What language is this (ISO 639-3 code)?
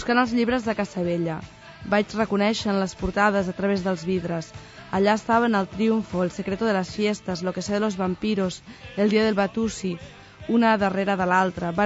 cat